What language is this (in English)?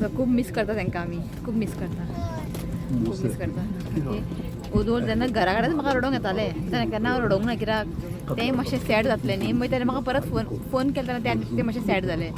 Konkani